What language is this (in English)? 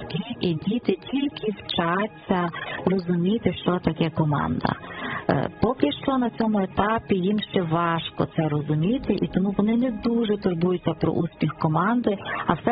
Ukrainian